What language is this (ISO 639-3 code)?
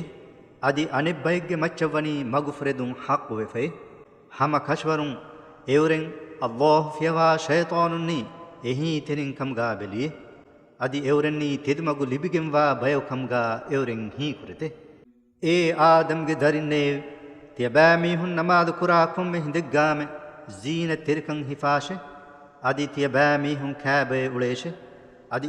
div